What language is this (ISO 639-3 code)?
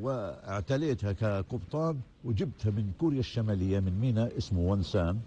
apc